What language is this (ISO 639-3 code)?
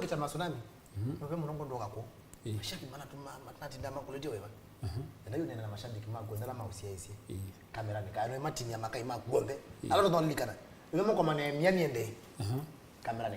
kam